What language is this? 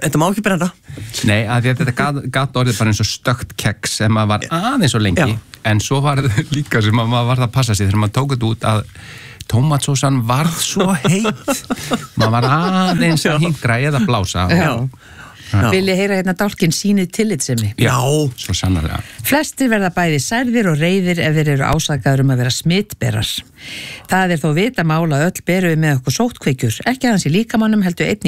Icelandic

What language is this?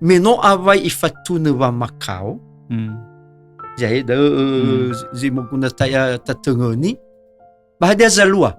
Nias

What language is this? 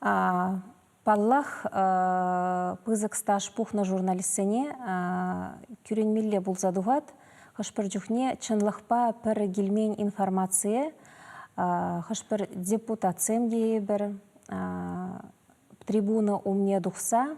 Chuvash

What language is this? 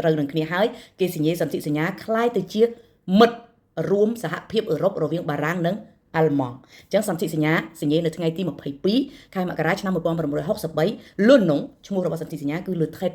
Khmer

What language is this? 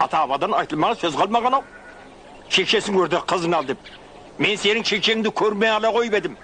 Kara-Kalpak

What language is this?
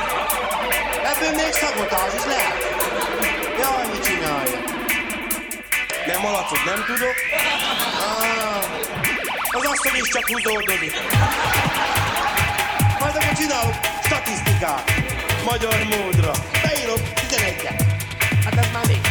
Hungarian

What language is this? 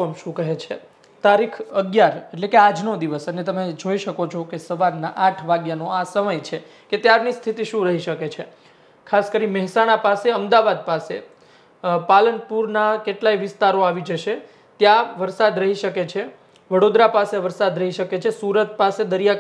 Gujarati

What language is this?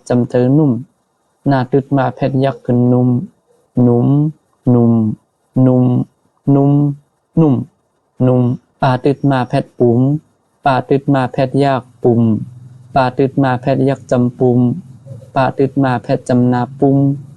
Shan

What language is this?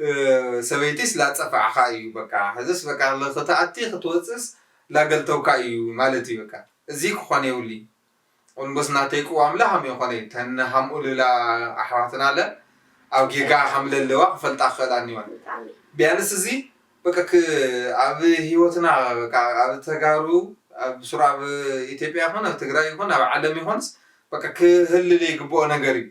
Tigrinya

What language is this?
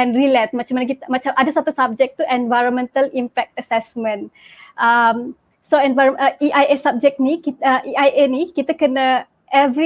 Malay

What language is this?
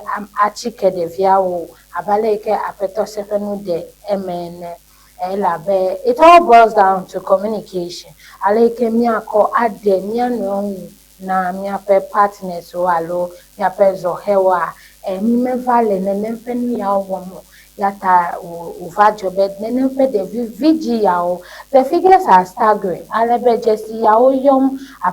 Ewe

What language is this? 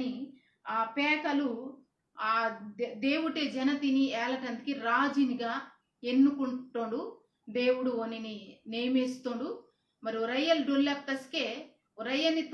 Koya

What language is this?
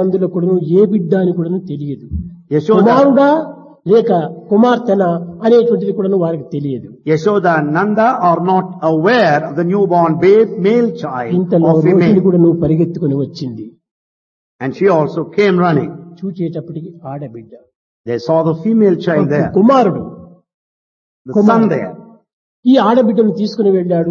Telugu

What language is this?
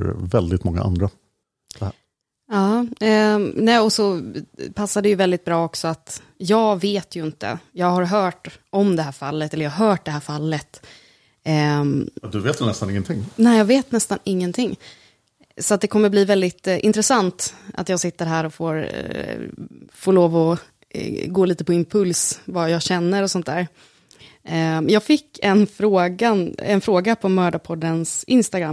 Swedish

